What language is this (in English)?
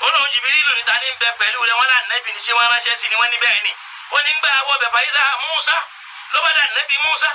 Yoruba